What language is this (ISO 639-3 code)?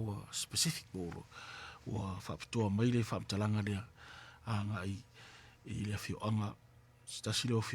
smo